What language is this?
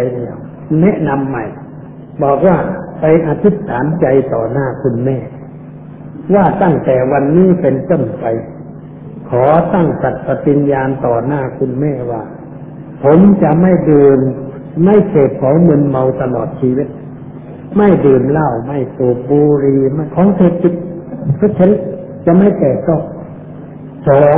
Thai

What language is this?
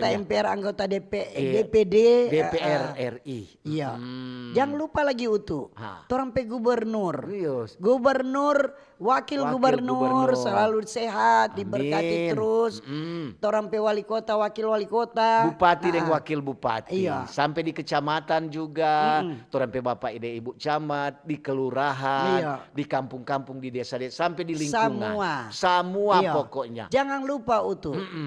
Manado Malay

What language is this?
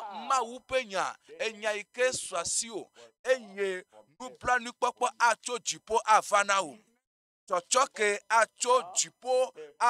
Ewe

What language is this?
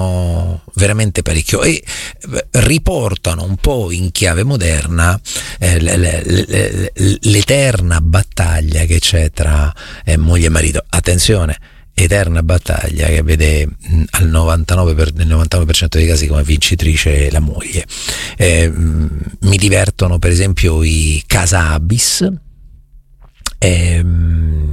Italian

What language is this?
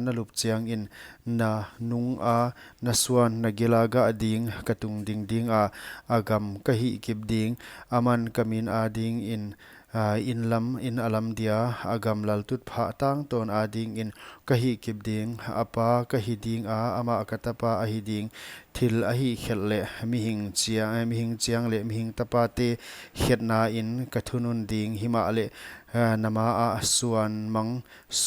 Paite Chin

